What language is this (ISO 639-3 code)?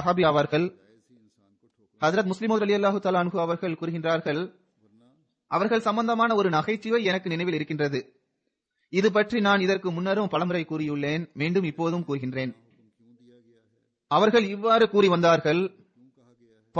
tam